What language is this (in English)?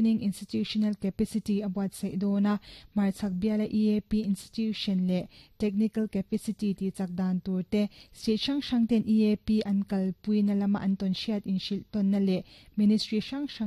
Mizo